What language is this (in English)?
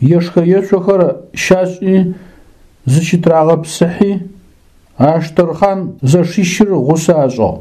Adyghe